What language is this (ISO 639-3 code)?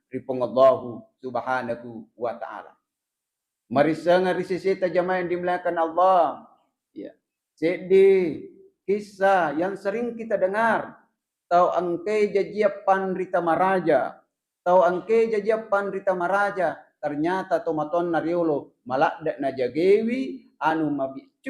bug